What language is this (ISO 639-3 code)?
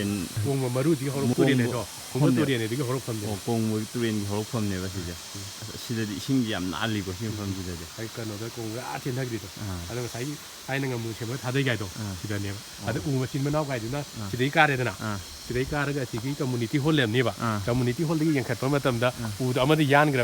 mni